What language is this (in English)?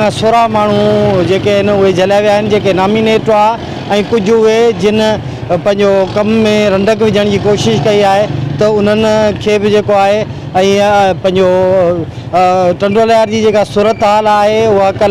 Sindhi